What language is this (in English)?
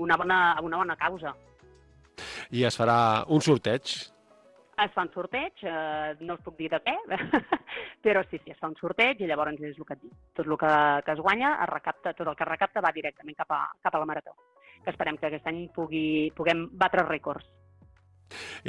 Catalan